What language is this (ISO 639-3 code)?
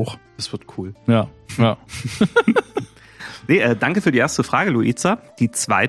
deu